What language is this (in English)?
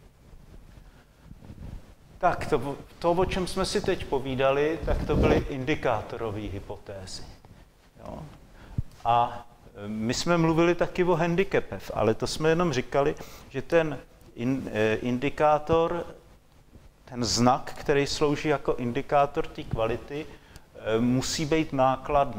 Czech